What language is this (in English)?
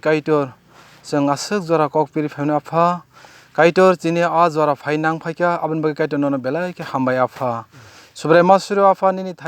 Kok Borok